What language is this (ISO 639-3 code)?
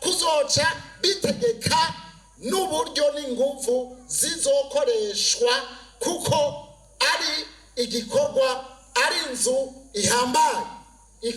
run